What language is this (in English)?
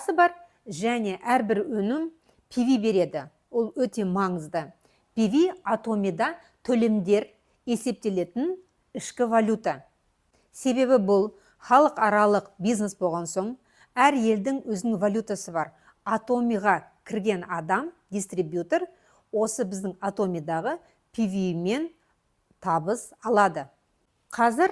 Kazakh